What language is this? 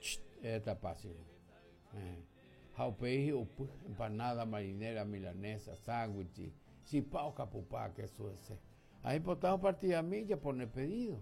Guarani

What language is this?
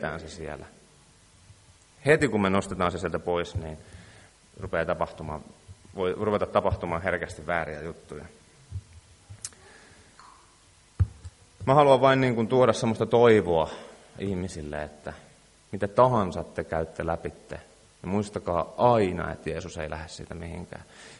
Finnish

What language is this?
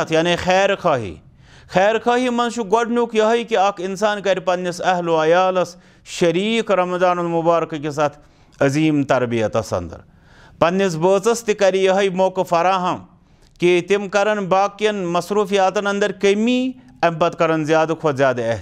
Kashmiri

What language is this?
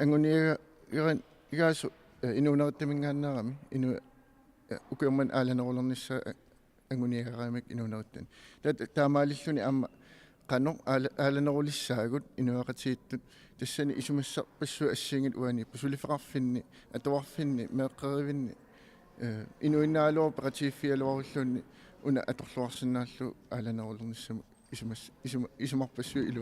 Kalaallisut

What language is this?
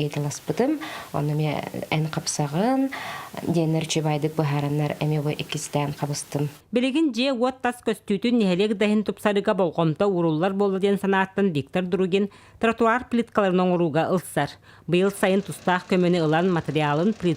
Yakut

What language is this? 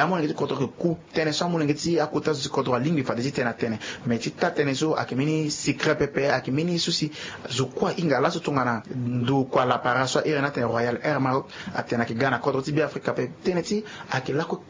Sango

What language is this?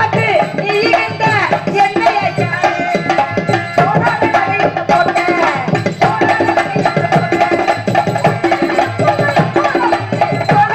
Tamil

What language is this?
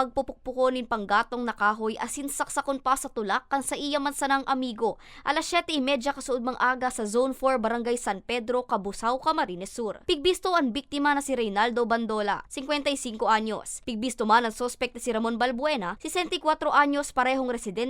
Bikol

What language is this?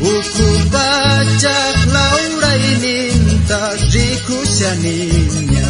South Bolivian Quechua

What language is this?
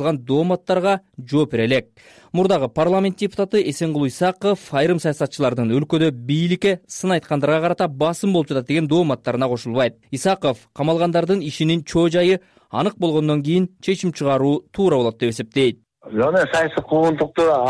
Kyrgyz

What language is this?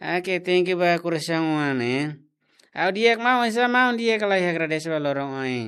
Tetum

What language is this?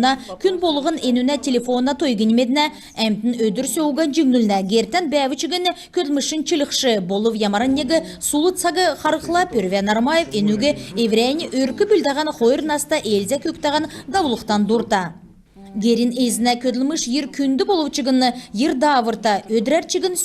Kalmyk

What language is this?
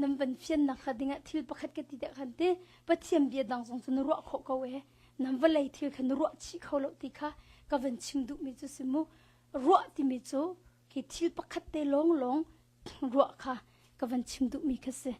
Hakha Chin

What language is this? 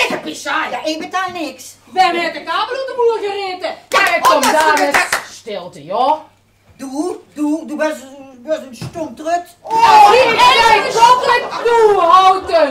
Limburgish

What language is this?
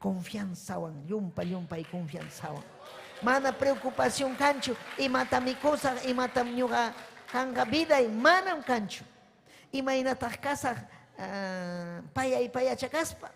Ayacucho Quechua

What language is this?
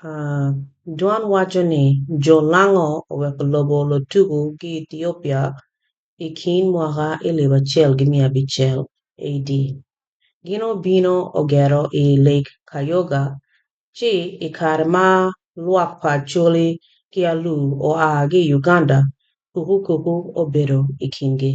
Acoli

